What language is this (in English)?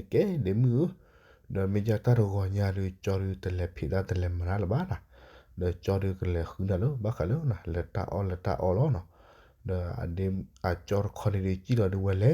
S'gaw Karen